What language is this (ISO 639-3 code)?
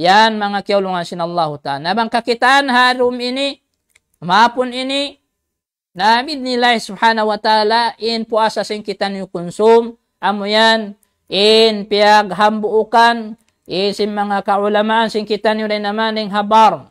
tsg